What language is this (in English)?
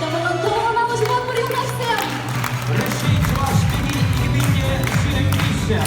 Chuvash